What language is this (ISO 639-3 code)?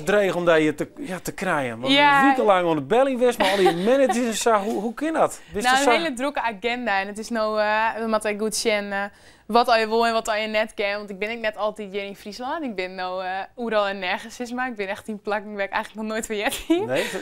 fry